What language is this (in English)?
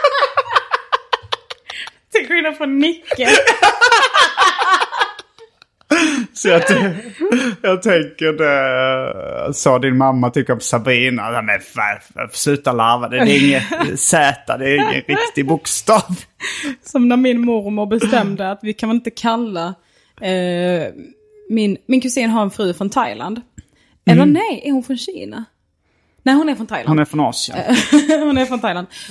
Swedish